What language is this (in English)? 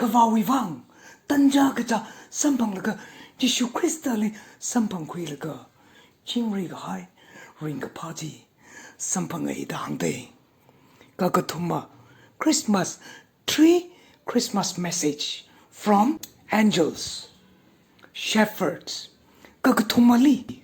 Tangkhul Naga (India)